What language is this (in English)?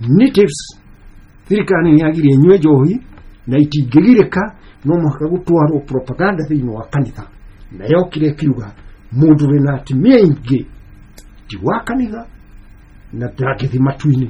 Kikuyu